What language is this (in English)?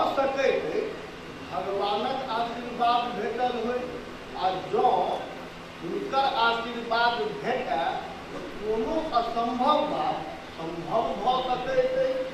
Maithili